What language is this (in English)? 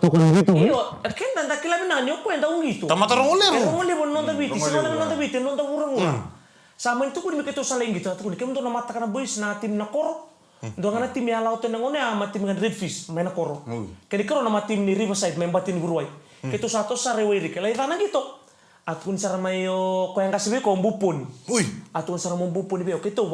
Fijian